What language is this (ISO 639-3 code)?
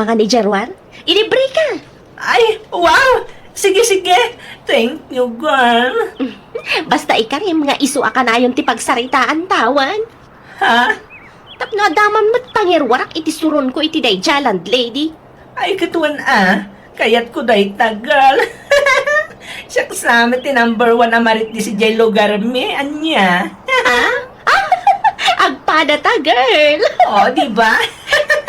ilo